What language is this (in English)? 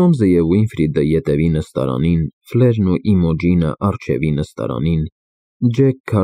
Armenian